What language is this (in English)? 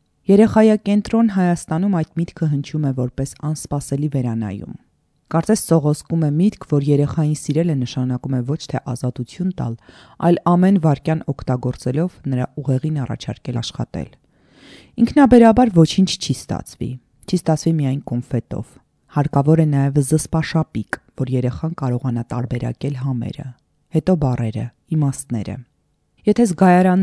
Armenian